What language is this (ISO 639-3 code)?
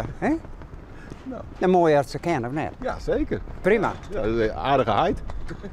fry